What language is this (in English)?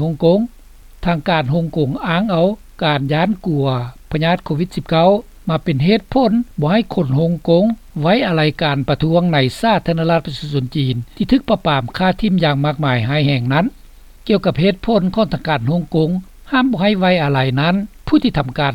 Lao